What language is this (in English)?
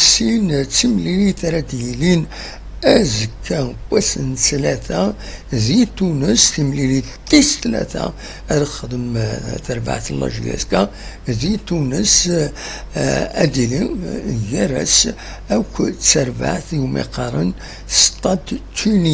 Kabyle